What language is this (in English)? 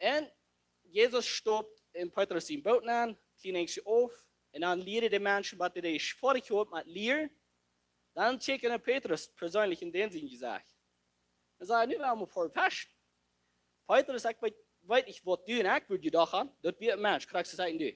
Plautdietsch